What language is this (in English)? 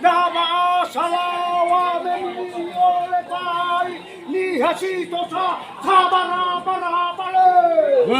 Nias